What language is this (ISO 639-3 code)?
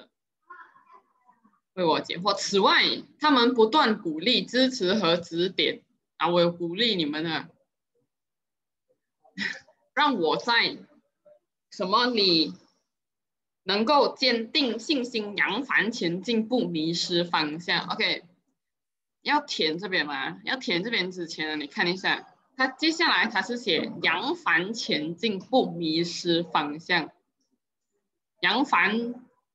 zho